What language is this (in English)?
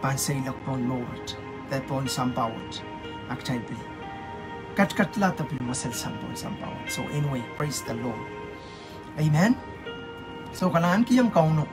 Pohnpeian